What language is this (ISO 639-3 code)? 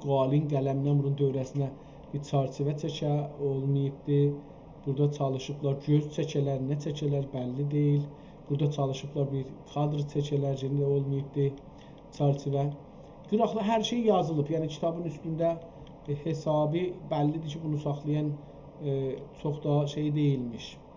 azb